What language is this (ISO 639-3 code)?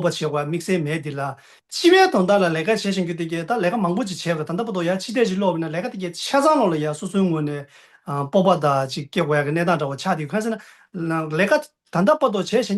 bod